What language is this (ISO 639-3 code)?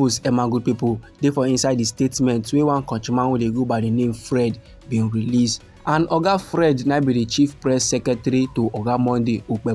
pcm